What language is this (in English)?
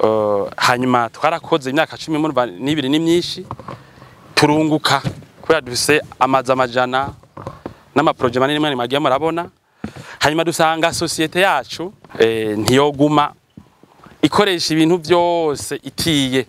Rundi